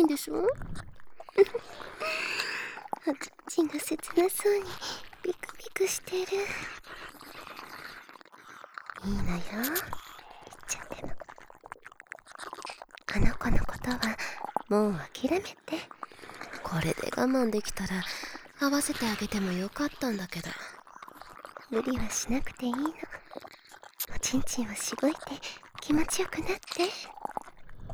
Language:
Japanese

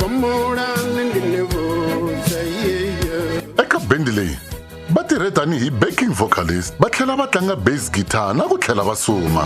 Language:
Tsonga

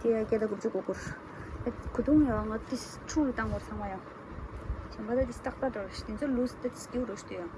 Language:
Tibetan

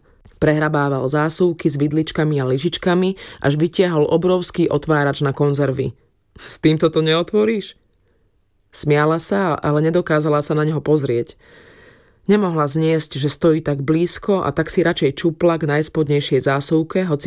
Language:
Slovak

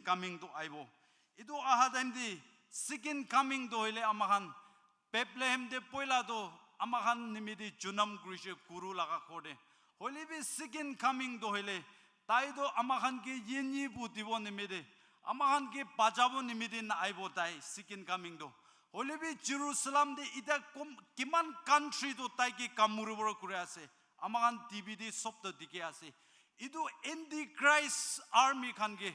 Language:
Naga Pidgin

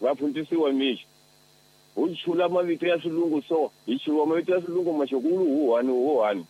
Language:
Tsonga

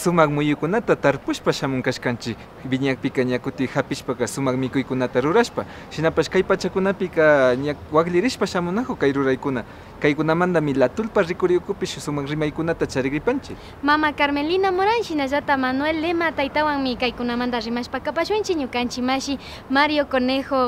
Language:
Imbabura Highland Quichua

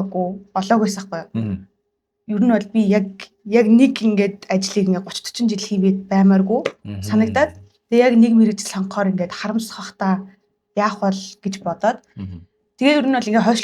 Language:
Mongolian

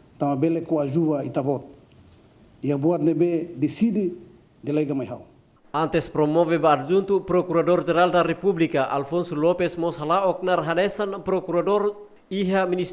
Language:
Tetum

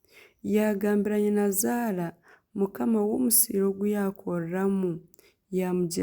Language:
Nyankole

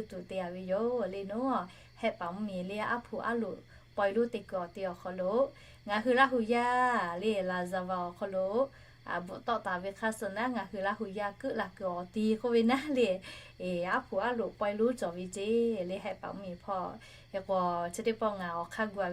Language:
Lahu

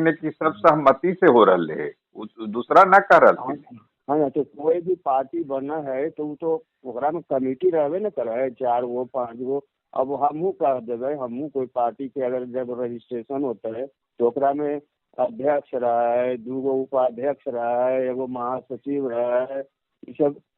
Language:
Magahi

